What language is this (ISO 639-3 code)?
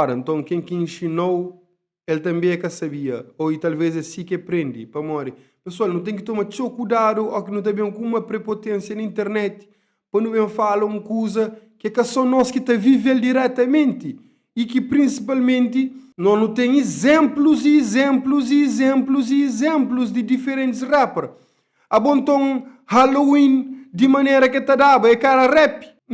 kea